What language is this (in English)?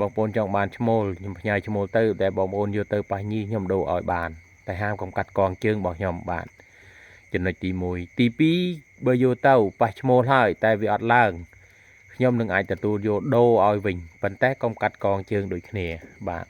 Khmer